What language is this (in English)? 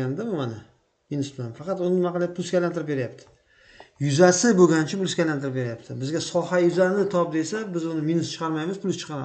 Uzbek